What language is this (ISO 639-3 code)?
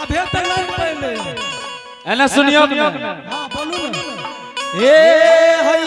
anp